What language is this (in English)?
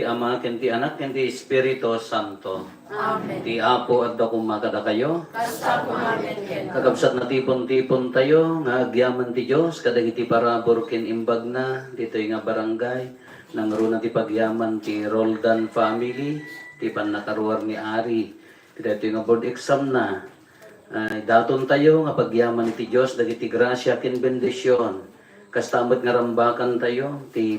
Iloko